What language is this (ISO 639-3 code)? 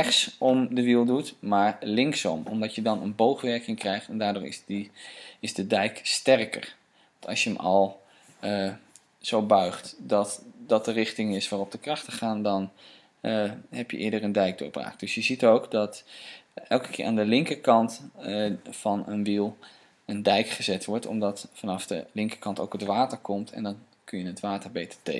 nld